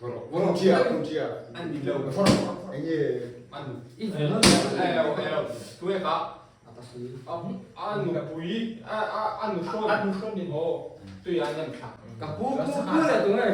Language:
Mizo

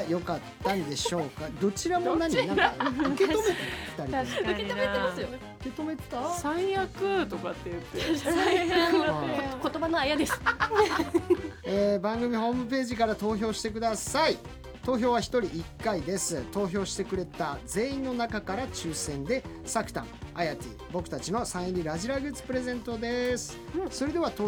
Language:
Japanese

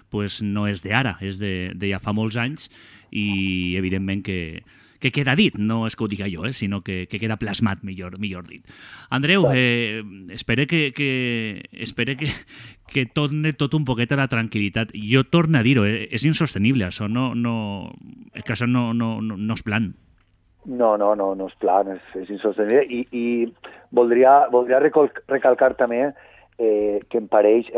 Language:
Catalan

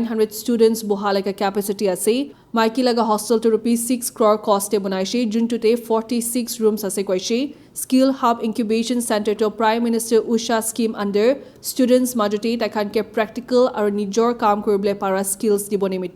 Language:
Naga Pidgin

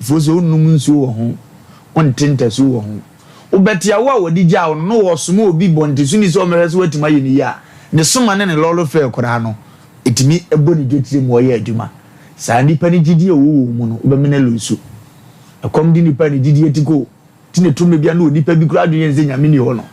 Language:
Akan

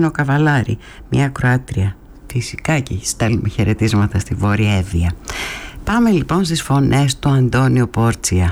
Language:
Greek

